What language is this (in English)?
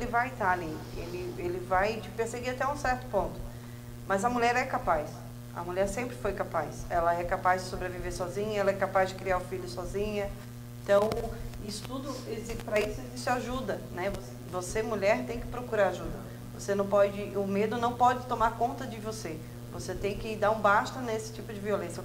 Portuguese